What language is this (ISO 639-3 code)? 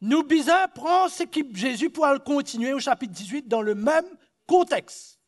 mfe